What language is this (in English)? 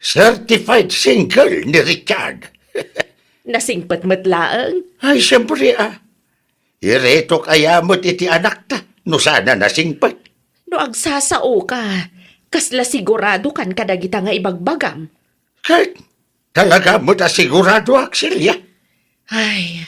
Iloko